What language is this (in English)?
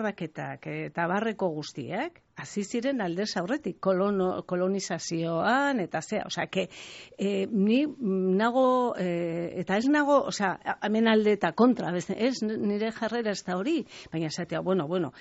Basque